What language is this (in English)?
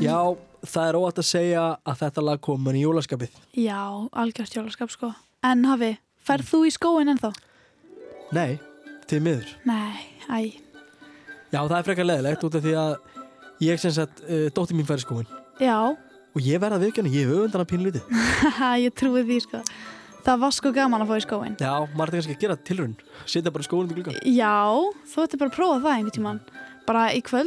Icelandic